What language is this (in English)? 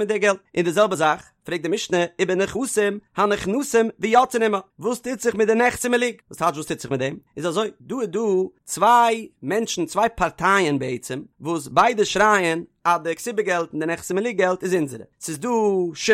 Yiddish